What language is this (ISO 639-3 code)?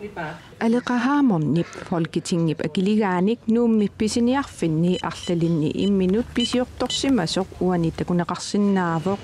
kal